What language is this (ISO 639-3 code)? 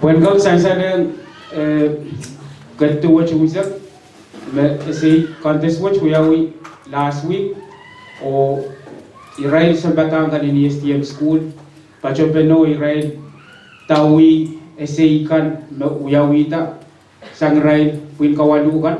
pon